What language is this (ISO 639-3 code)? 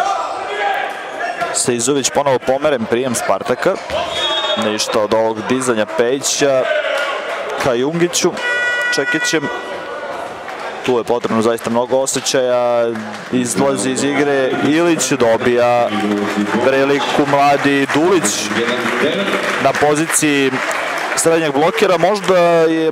srp